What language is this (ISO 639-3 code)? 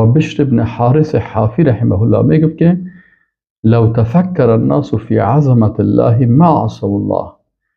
fas